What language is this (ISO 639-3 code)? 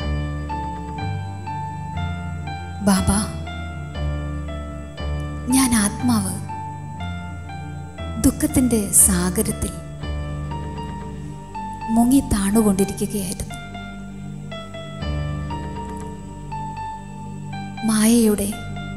mal